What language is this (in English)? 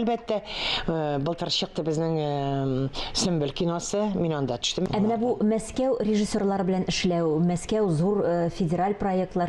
Tatar